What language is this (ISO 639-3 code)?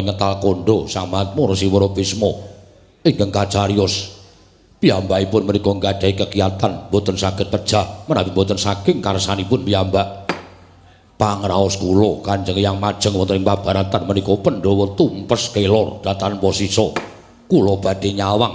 jav